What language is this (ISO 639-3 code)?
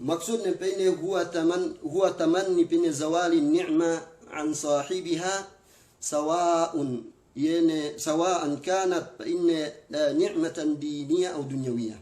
yka